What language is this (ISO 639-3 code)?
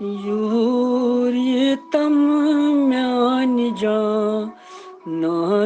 kas